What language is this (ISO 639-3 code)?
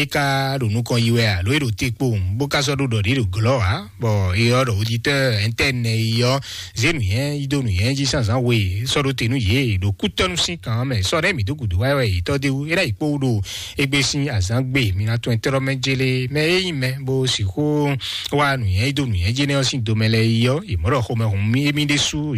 fon